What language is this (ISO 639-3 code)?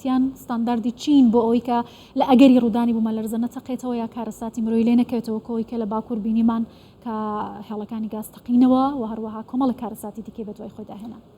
ckb